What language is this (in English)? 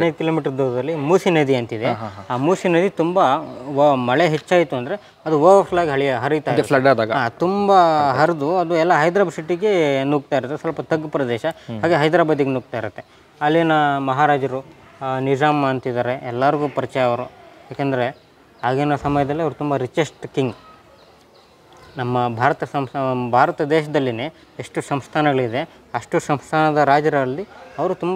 Kannada